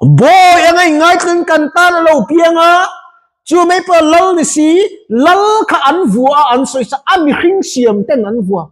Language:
Mizo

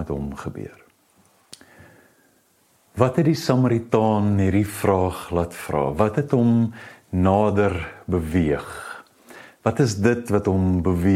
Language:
Afrikaans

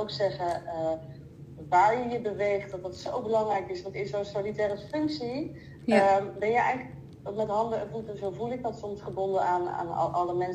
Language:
Dutch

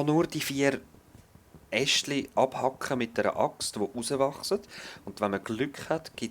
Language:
Swiss German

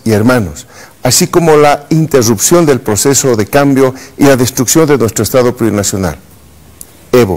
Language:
Spanish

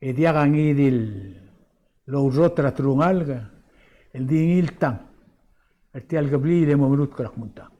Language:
Palauan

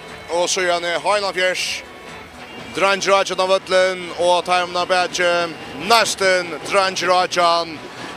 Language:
Faroese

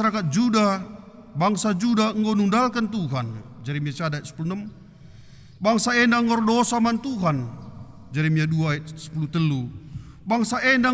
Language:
Batak Karo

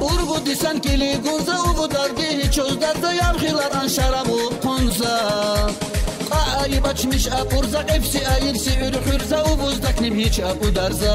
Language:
Tabassaran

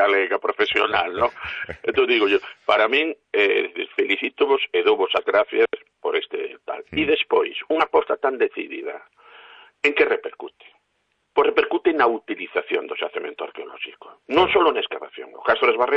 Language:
Galician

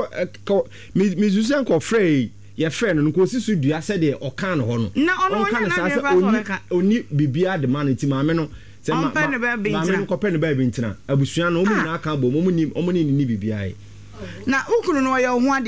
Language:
Akan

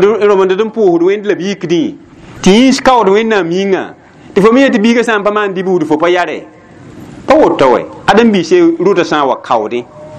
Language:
Mossi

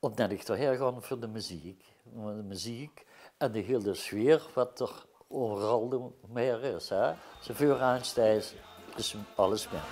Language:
Limburgish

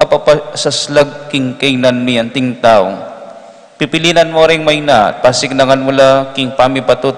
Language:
Pampanga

